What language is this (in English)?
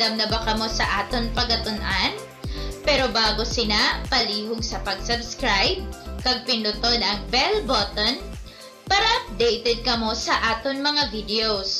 Hiligaynon